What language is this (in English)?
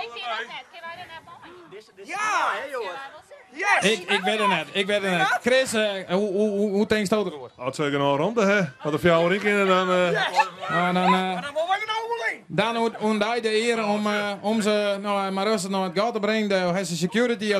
Western Frisian